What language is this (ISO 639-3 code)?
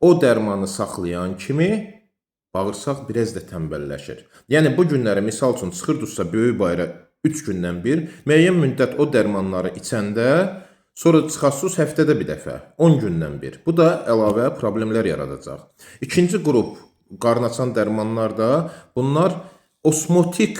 aze